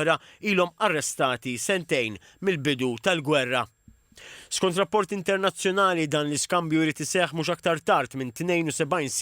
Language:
Maltese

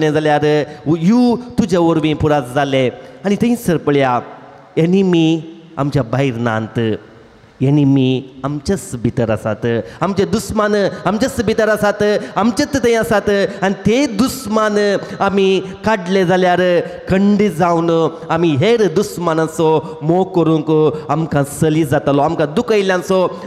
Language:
Konkani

